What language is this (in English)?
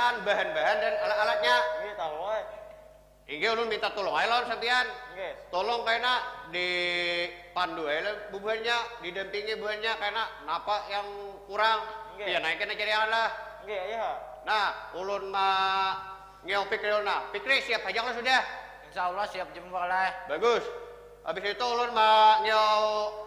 Banjar